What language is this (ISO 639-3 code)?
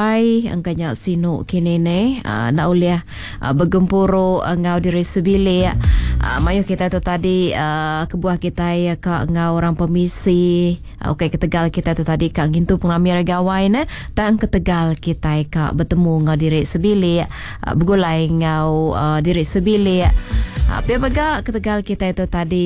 iba